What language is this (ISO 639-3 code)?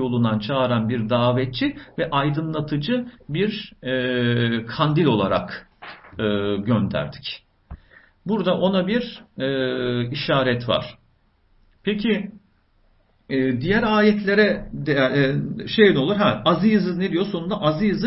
tur